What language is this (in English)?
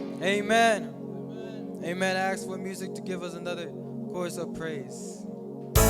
Marshallese